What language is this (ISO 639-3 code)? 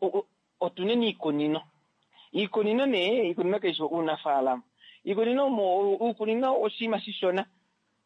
kua